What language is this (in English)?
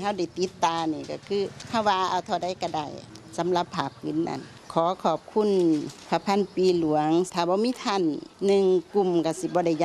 Northeastern Thai